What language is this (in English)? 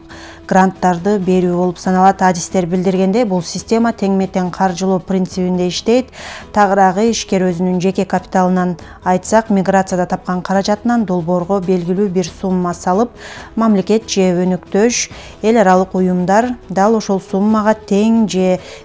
Kyrgyz